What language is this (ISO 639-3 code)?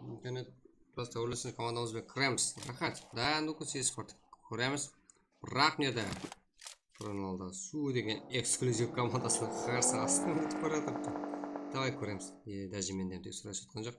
kaa